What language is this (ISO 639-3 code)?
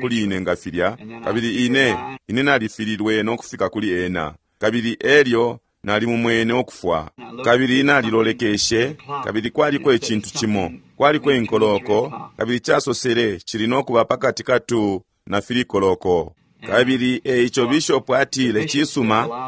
bem